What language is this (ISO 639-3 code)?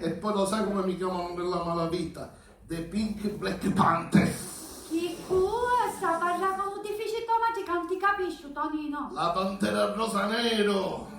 scn